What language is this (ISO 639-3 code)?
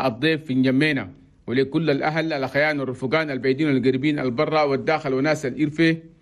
shu